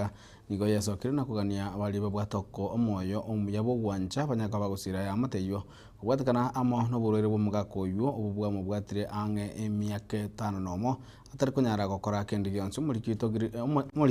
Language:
Gusii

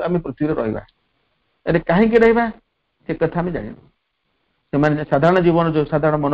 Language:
Odia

